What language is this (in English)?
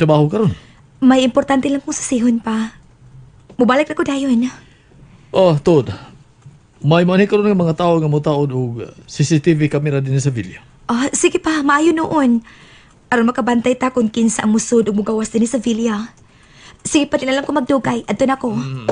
Cebuano